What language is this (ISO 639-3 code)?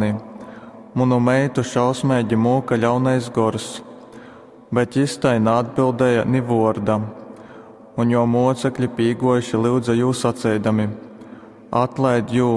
ltg